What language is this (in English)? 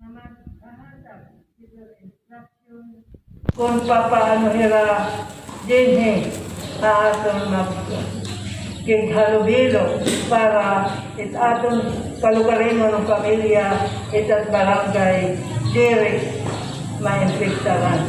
Waray